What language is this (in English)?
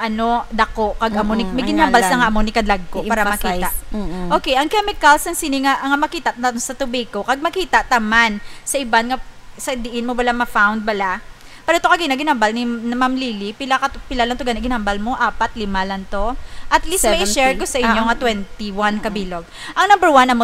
Hiligaynon